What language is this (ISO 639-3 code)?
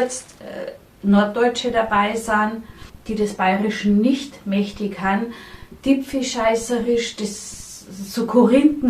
bar